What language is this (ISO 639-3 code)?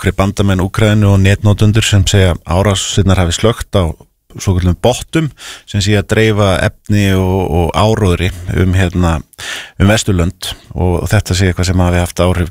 isl